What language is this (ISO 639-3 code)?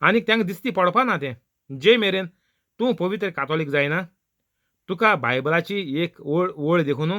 kok